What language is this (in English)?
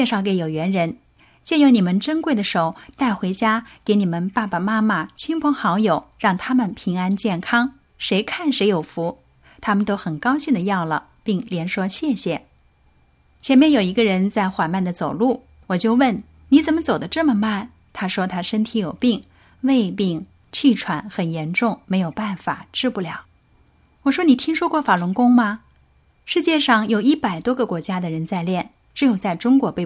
Chinese